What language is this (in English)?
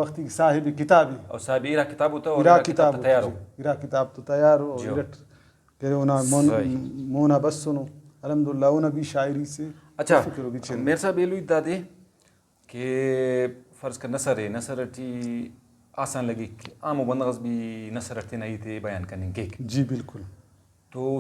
Brahui